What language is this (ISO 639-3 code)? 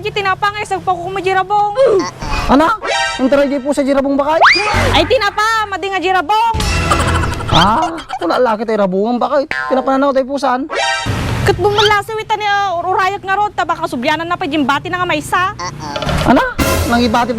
ilo